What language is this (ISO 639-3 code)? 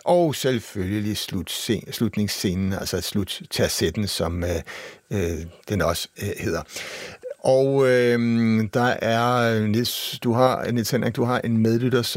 dan